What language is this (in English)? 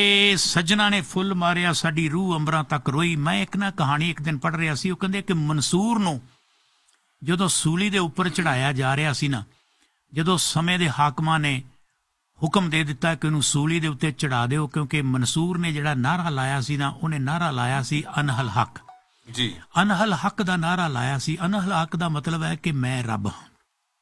Punjabi